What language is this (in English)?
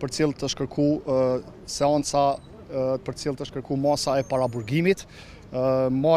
Albanian